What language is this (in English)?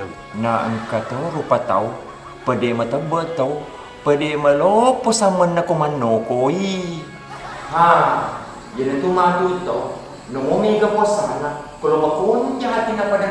Buginese